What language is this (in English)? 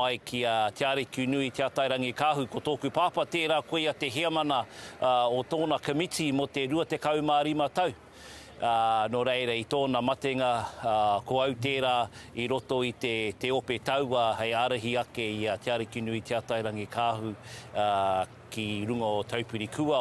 Māori